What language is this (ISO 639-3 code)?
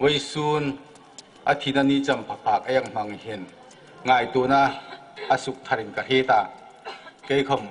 hmr